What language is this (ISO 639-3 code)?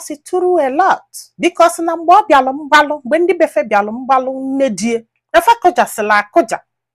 ibo